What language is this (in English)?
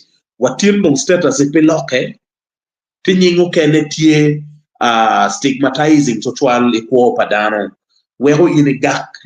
Acoli